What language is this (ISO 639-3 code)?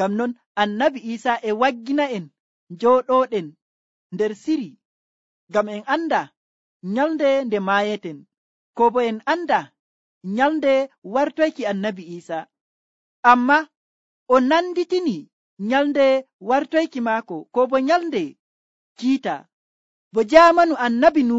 fuv